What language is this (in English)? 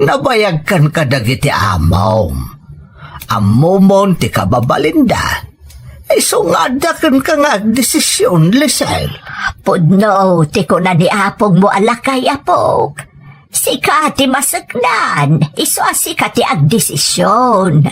Iloko